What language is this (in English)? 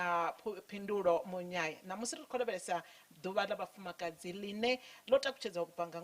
Venda